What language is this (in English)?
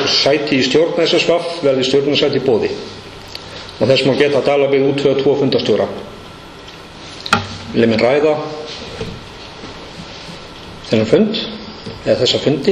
Icelandic